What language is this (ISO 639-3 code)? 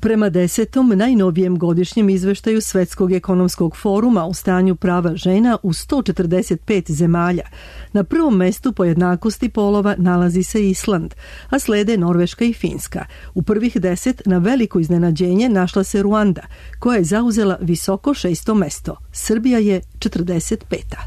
srp